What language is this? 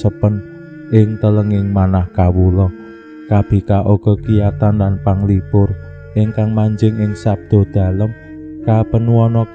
Javanese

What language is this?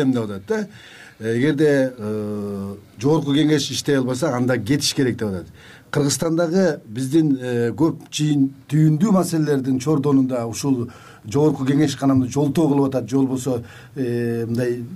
Kyrgyz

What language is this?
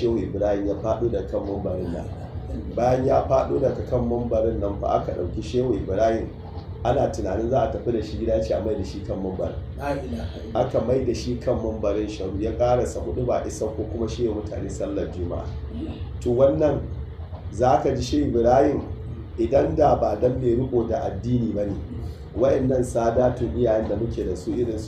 Hausa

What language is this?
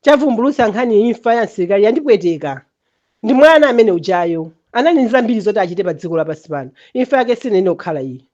Nyanja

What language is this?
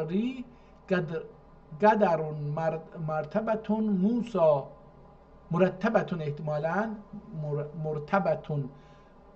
South Azerbaijani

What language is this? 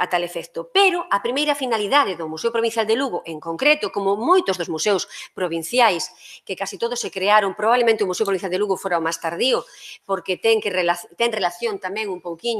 Galician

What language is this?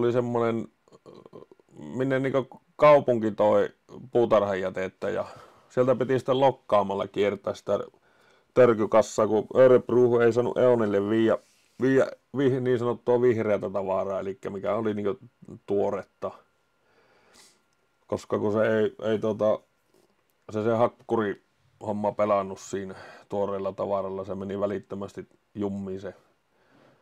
Finnish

